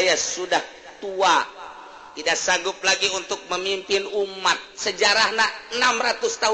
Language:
Sundanese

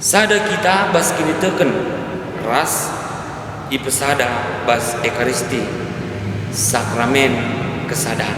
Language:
Batak Karo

